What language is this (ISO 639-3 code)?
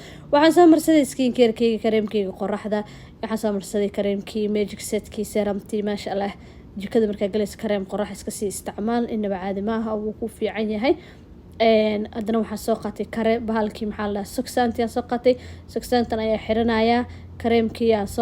som